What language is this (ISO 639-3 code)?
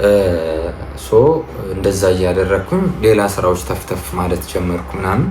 amh